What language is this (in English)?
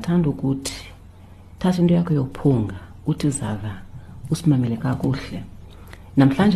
Xhosa